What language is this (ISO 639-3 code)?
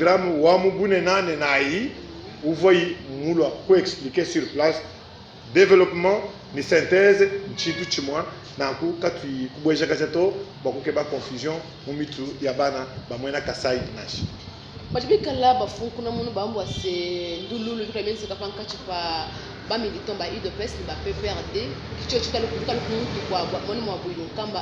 lua